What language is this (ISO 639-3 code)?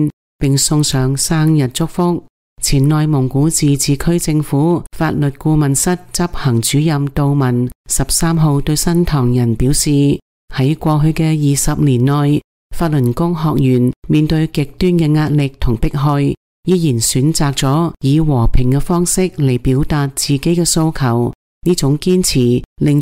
yue